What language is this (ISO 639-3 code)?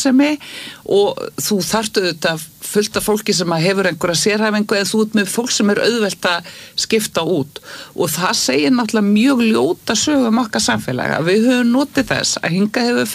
isl